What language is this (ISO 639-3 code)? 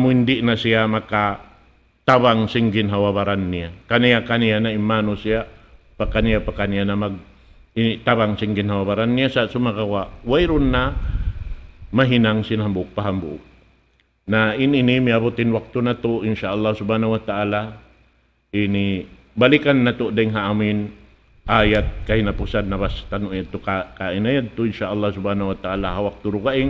tsg